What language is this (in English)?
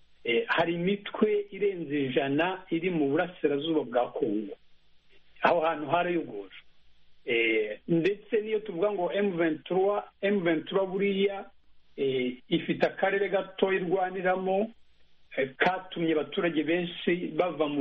Kinyarwanda